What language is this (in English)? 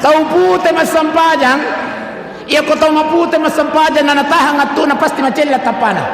Buginese